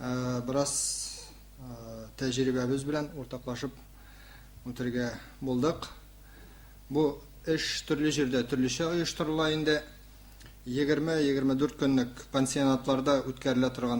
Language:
Tatar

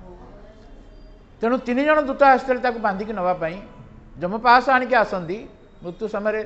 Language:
Odia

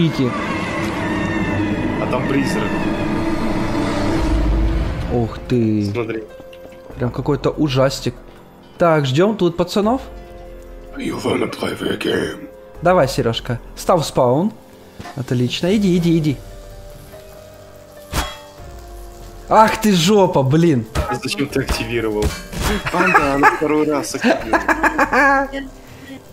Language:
Russian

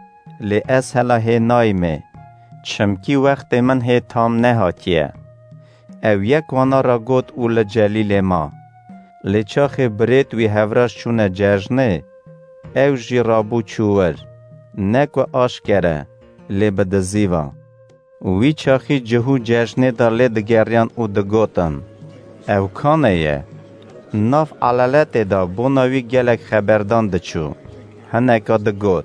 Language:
Kurdish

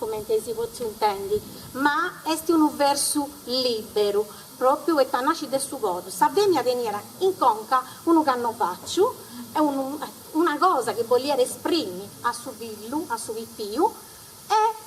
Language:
Sardinian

